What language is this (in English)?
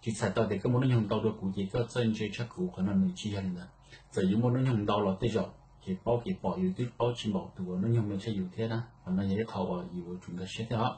Hmong